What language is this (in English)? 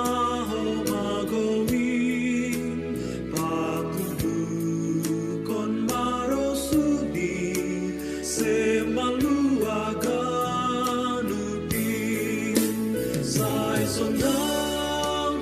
Batak Simalungun